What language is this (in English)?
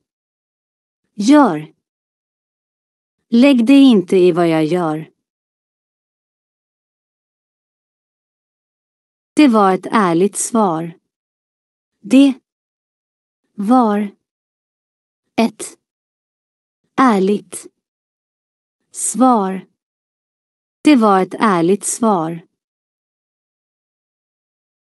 Swedish